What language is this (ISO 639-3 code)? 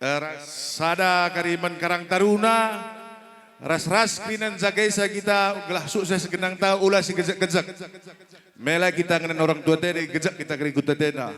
btx